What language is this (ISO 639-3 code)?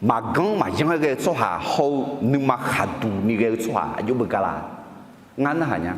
ahk